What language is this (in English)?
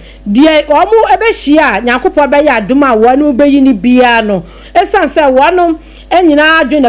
Akan